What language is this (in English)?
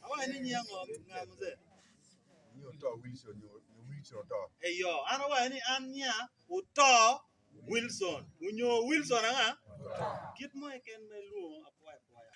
Acoli